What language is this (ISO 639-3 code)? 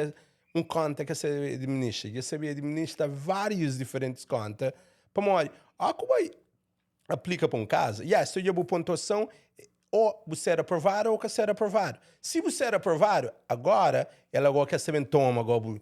kea